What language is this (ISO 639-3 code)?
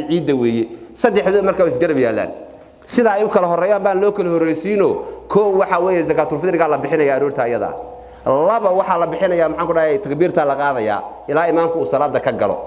som